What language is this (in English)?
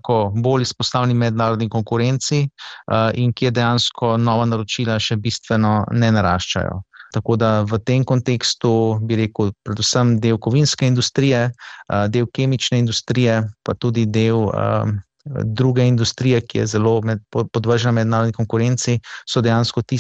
Slovenian